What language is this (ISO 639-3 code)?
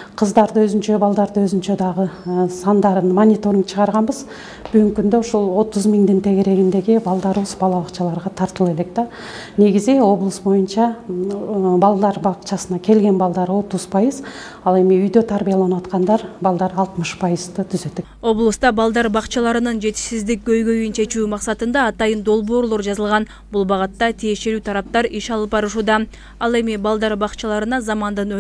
kir